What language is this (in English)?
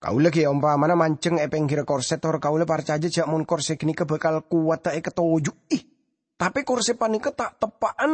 Madurese